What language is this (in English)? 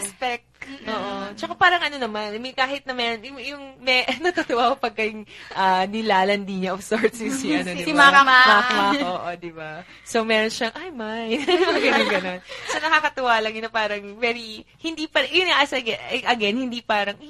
Filipino